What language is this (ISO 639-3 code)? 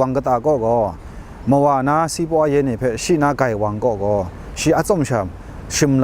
kac